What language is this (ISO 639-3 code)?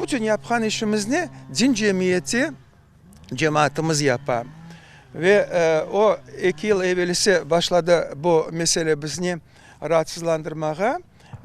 crh